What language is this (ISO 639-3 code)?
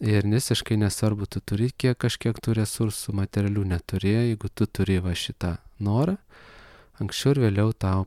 lit